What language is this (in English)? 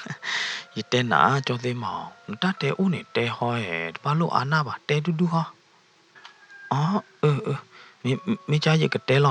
S'gaw Karen